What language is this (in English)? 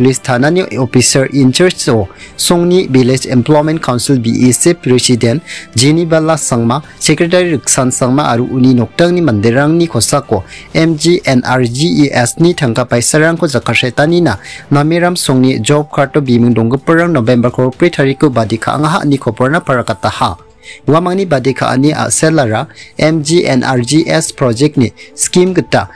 Garo